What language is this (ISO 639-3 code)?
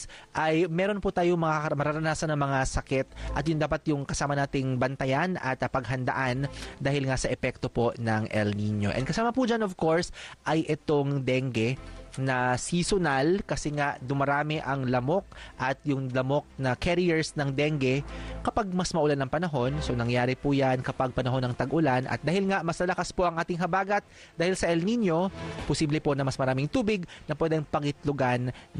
fil